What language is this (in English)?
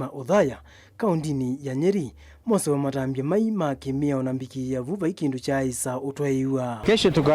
Kamba